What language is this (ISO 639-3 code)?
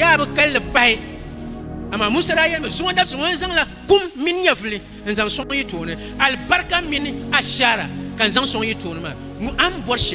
dag